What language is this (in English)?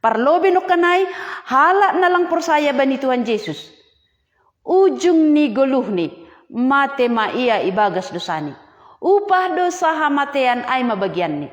Batak Simalungun